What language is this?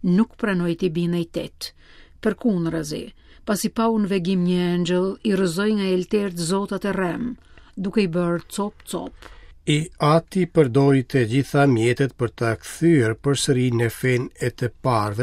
Albanian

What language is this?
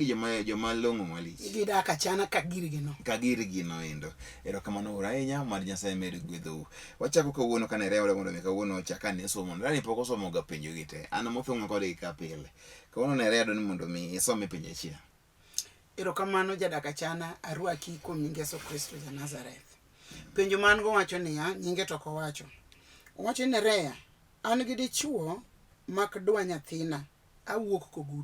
Luo (Kenya and Tanzania)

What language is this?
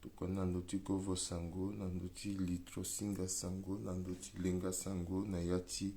Sango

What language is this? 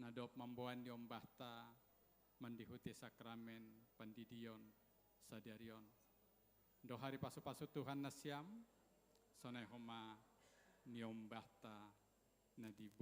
Batak Simalungun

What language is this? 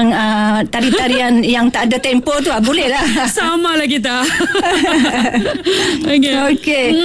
Malay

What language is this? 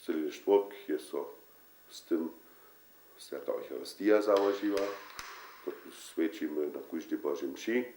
Upper Sorbian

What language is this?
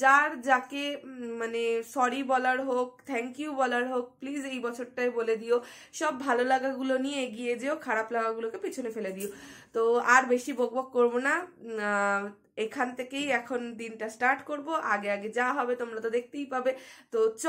Bangla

